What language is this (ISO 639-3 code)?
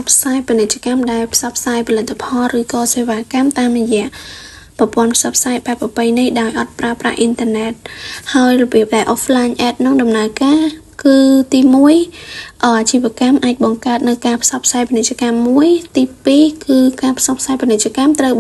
khm